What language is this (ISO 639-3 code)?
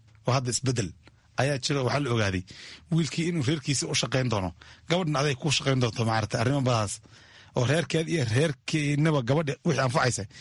som